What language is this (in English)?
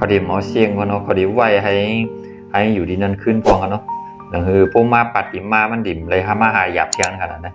Shan